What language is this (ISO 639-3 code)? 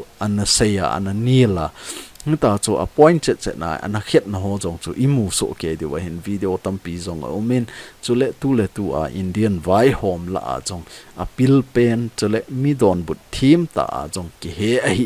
tcz